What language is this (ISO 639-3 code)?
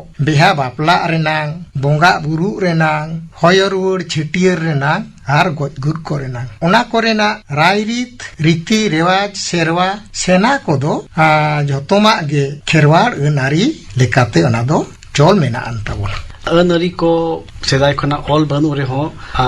sat